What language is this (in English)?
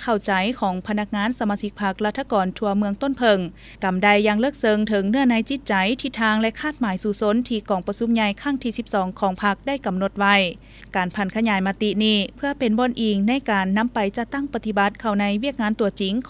Lao